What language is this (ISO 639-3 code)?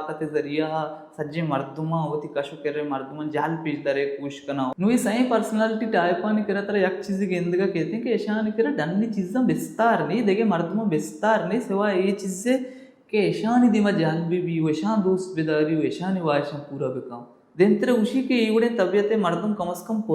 bal